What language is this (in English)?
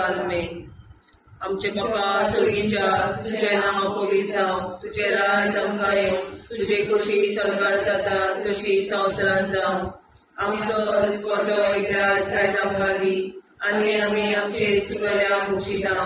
Konkani